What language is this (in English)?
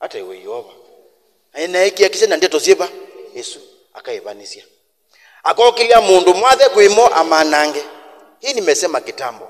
Kamba